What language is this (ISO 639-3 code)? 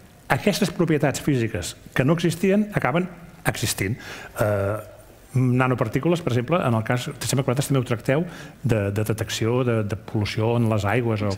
cat